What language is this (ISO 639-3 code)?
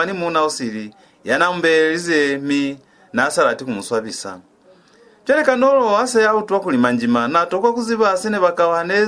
loz